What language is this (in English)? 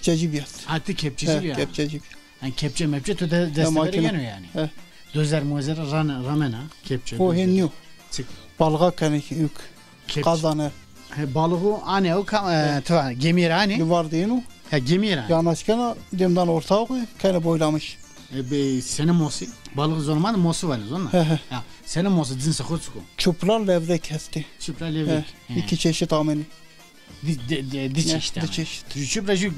Zaza